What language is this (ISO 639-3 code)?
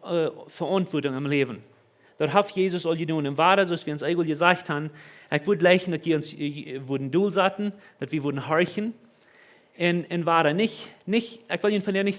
pdt